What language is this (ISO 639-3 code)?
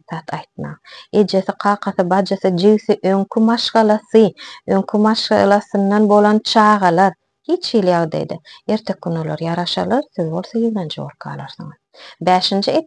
tuk